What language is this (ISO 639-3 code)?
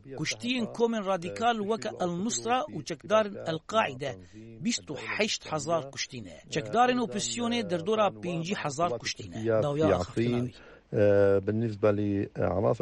kur